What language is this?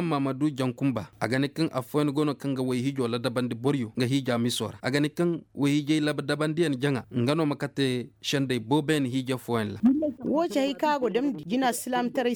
Koyraboro Senni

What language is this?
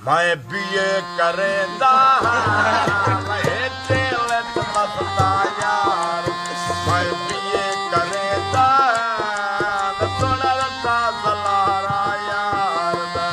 Saraiki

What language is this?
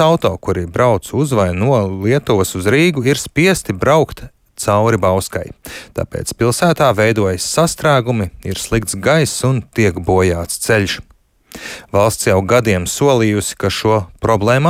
Latvian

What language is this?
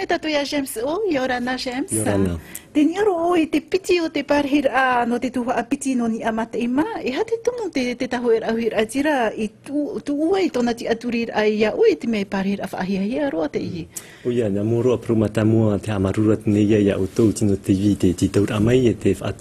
Tahitian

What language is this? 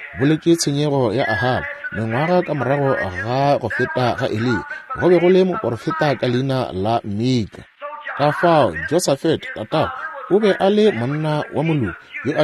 Northern Sotho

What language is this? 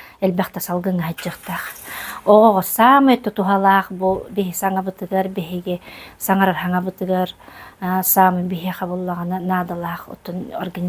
Yakut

